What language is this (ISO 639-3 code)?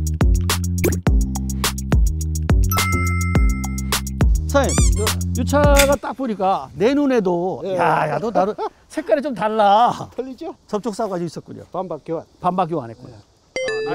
kor